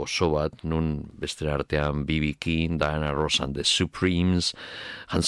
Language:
Basque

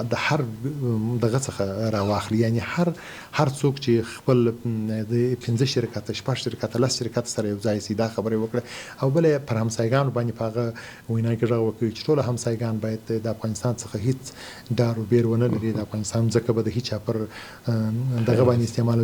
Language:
Pashto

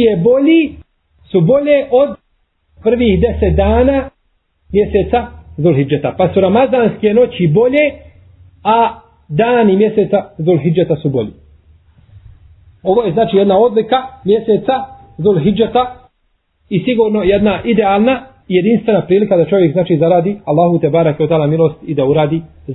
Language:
Bosnian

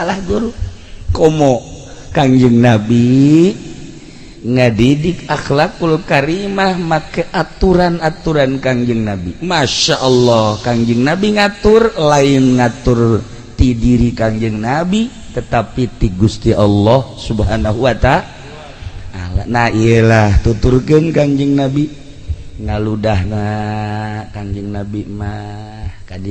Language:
Sundanese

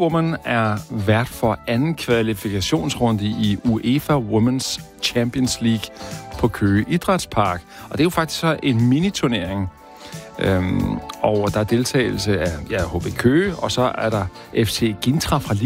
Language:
Danish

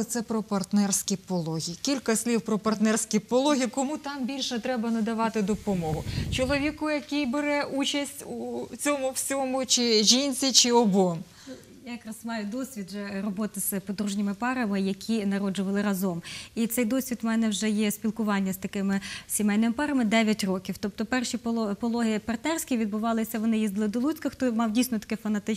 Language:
Ukrainian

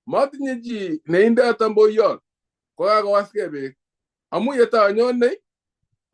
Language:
Kalenjin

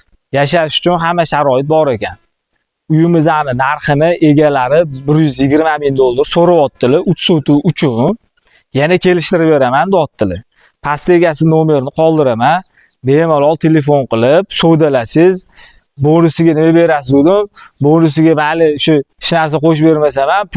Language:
Uzbek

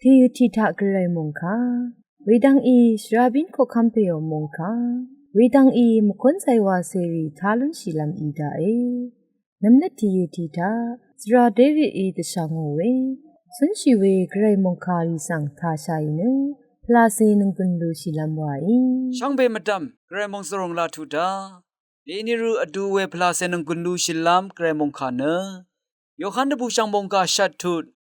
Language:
Rawang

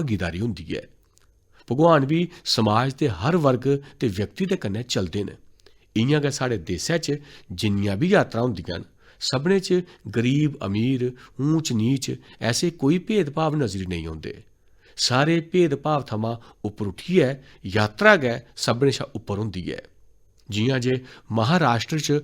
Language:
Dogri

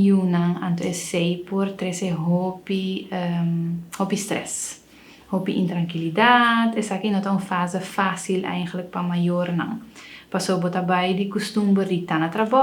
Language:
Papiamento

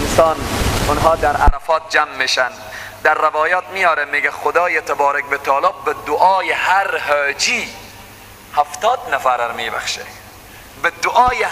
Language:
Persian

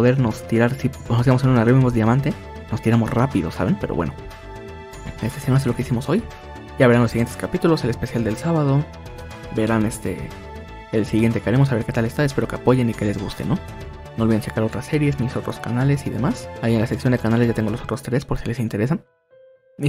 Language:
Spanish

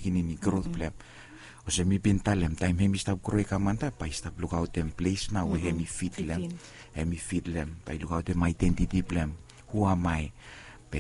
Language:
Bislama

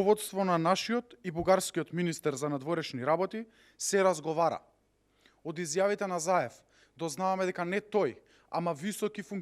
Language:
Macedonian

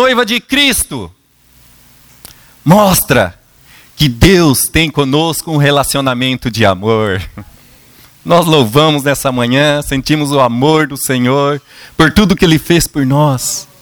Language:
Portuguese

